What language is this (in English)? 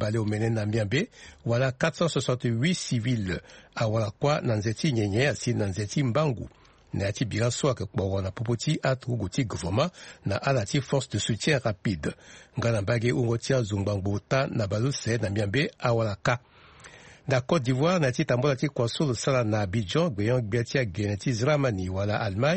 Sango